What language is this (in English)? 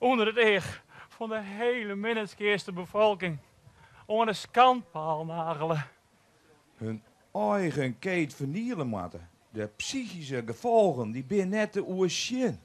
Western Frisian